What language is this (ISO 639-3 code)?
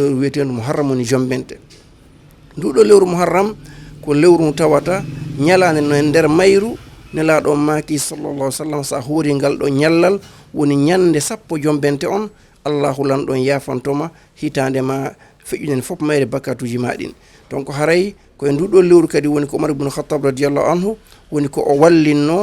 ful